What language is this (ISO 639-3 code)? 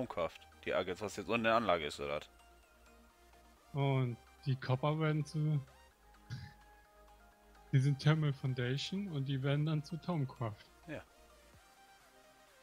deu